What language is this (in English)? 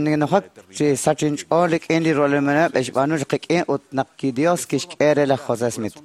Kekchí